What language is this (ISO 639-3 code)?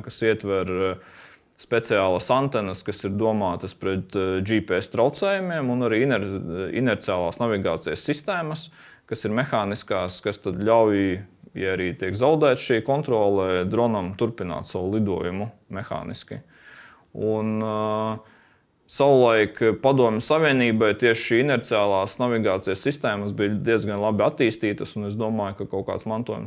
lav